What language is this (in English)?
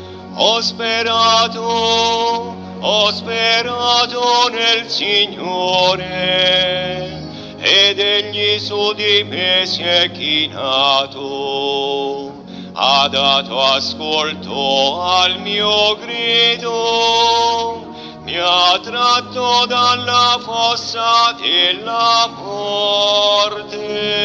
Italian